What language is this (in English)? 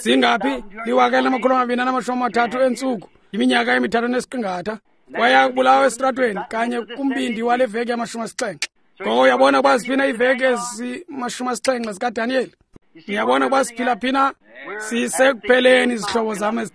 Xhosa